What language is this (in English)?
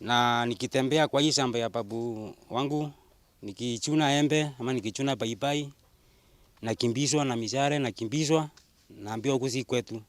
Meru